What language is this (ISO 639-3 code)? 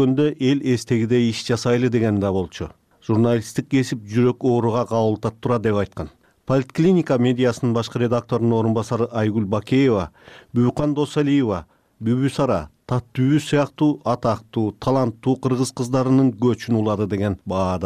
kir